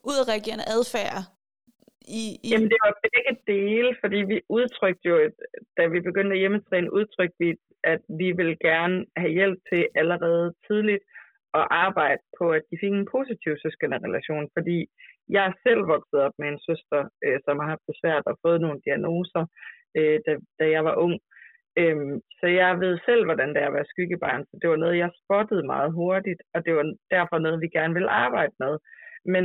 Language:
Danish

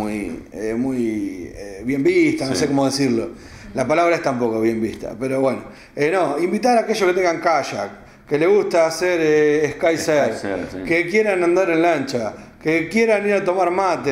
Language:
Spanish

